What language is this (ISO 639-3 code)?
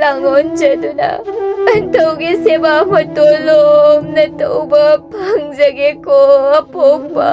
mni